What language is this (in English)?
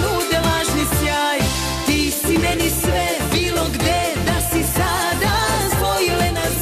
Serbian